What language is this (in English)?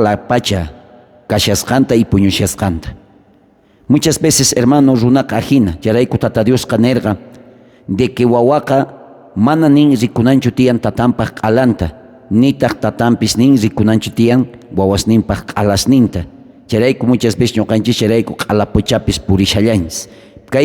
South Bolivian Quechua